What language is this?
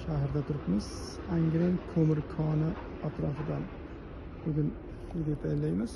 Uzbek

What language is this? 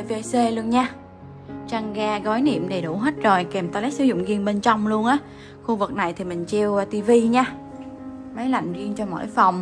Vietnamese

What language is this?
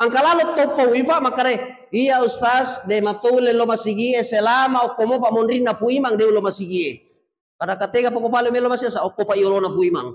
Buginese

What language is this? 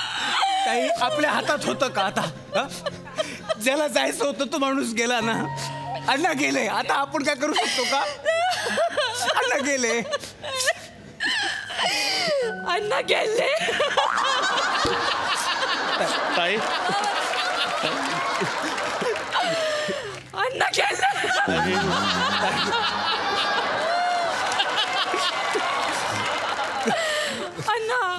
Marathi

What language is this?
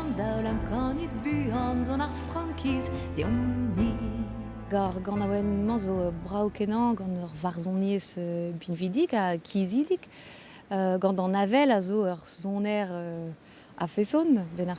Breton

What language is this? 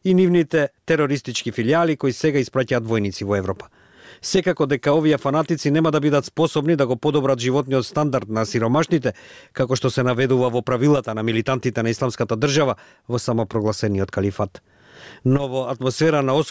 Macedonian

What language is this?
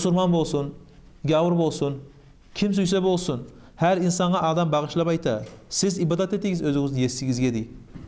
Kumyk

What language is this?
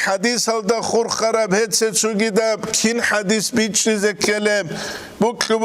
Avaric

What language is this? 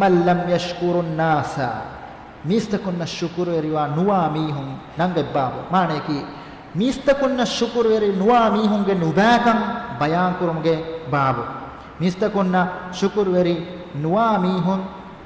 Divehi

